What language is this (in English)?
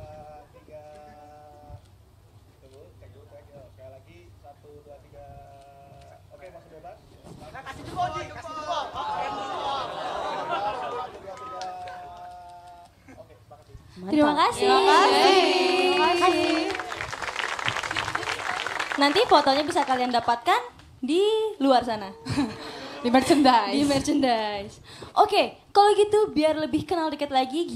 Indonesian